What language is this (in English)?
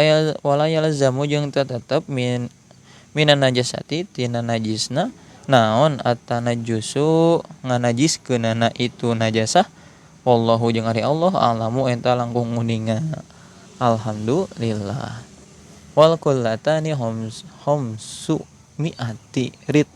Sundanese